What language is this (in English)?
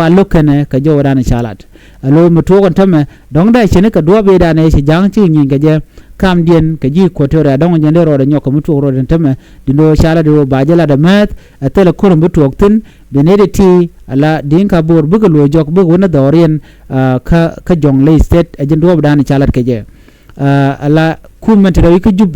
Nuer